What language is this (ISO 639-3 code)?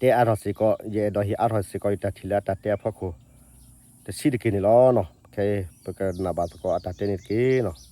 ksw